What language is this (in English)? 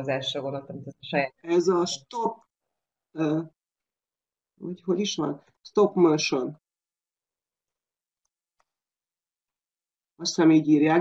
Hungarian